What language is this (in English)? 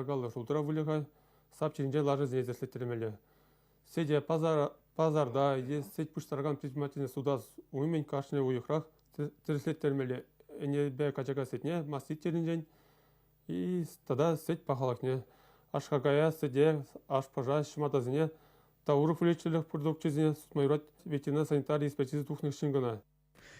Chuvash